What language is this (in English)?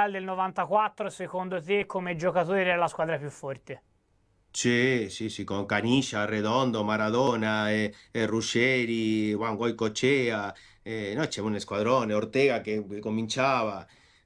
Italian